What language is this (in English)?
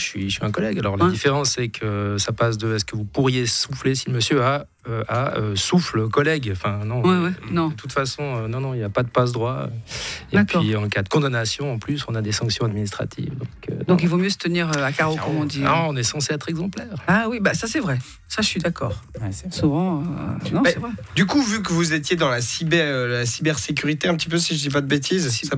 French